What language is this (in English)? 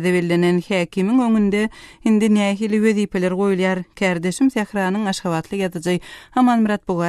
Turkmen